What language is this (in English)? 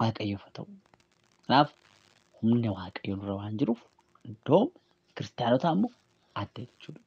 Oromo